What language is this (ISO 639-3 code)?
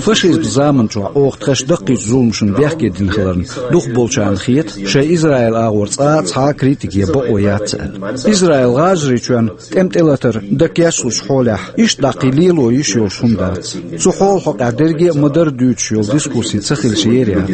che